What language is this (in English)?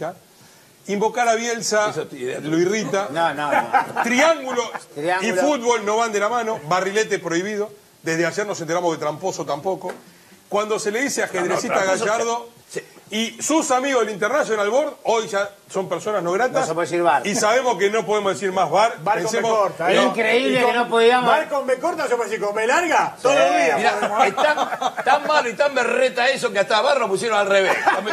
Spanish